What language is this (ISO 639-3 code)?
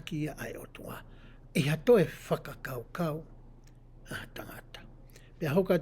ton